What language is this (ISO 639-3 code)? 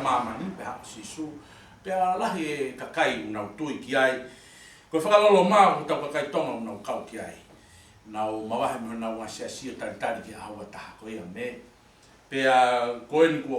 ton